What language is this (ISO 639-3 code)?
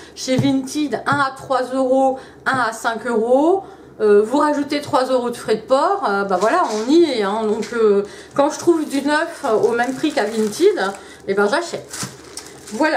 fra